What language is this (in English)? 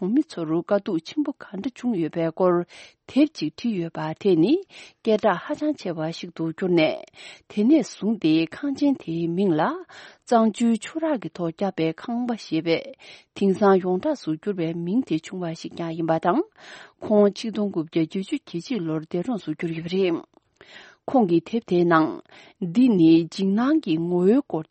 Tibetan